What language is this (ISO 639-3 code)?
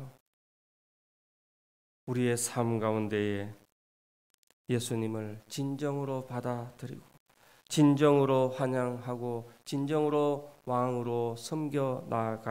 kor